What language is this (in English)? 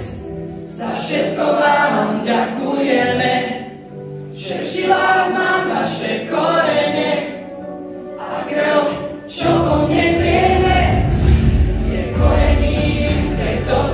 Slovak